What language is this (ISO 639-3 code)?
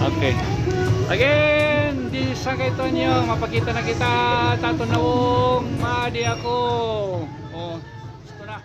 war